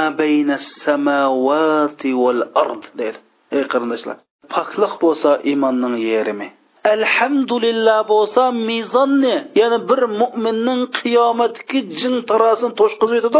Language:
Uyghur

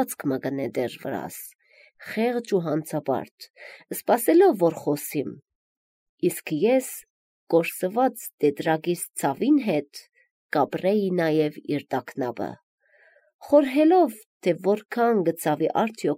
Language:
Armenian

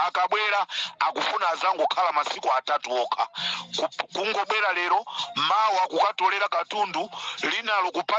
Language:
Nyanja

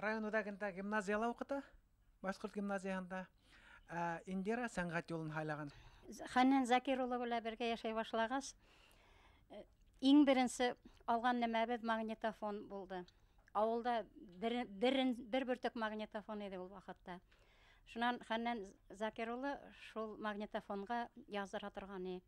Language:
Bashkir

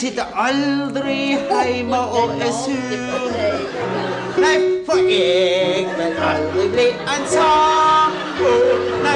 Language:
Norwegian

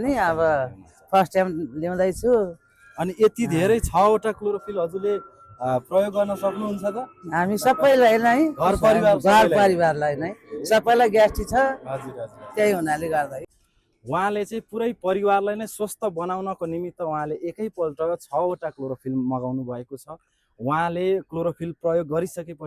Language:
Nepali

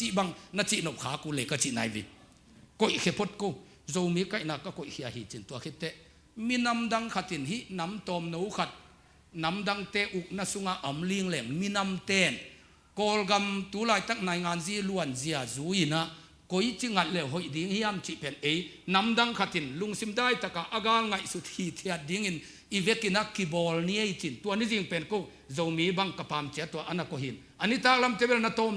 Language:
Tedim Chin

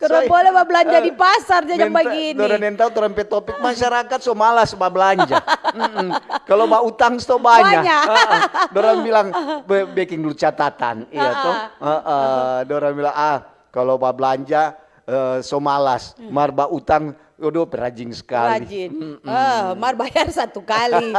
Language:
Manado Malay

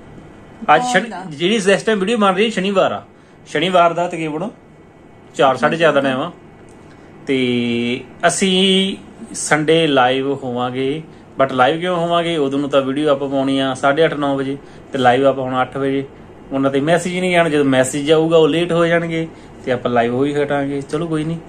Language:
Punjabi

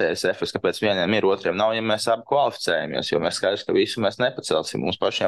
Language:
Latvian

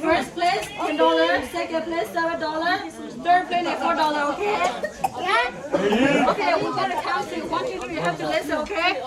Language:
S'gaw Karen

